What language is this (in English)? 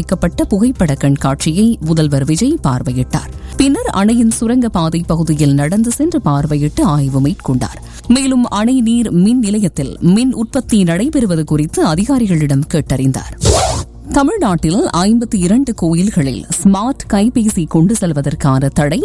Tamil